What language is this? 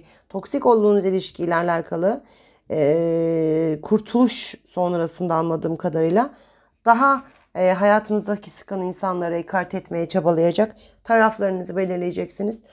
Turkish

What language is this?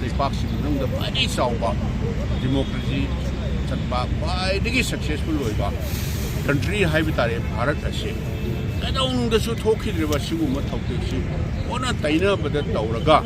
Manipuri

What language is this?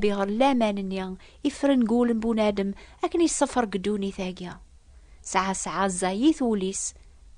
Kabyle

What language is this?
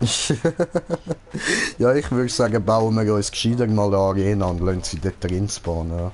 Swiss German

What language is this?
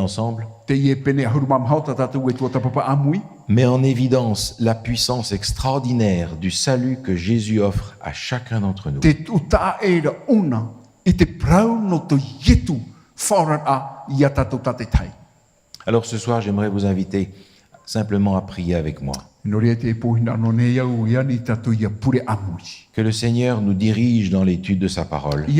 Tahitian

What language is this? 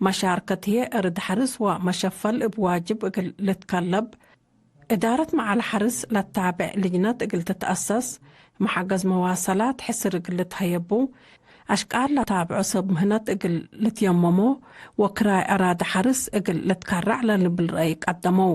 Tigre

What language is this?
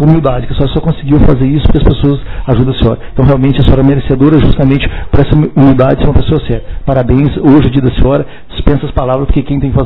Portuguese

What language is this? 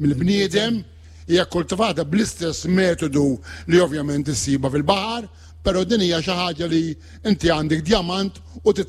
Maltese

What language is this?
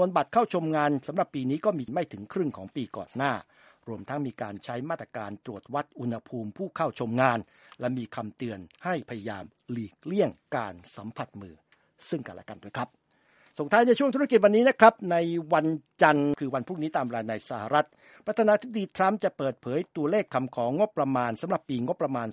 Thai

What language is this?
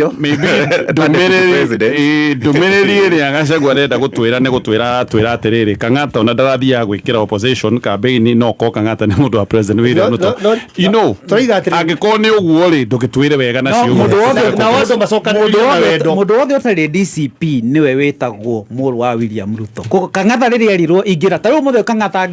Kikuyu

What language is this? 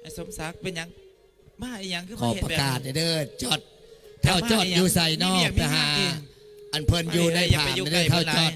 Northeastern Thai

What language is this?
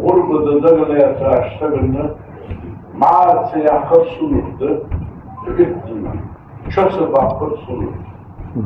Ingush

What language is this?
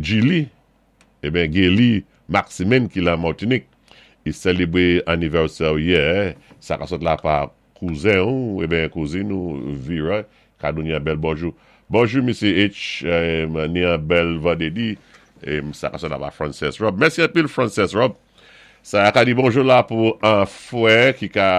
Saint Lucian Creole French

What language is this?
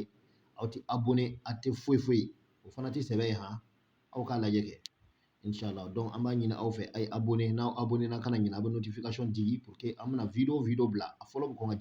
Bambara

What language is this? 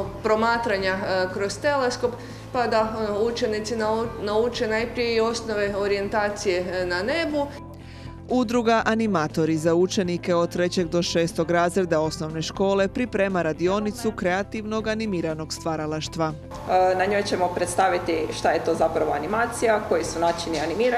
Croatian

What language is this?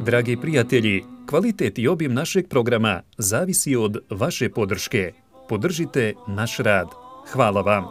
Bosnian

